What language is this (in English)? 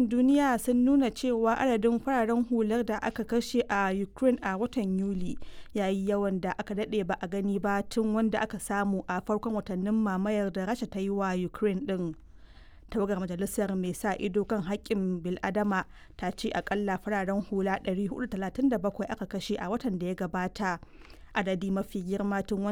Hausa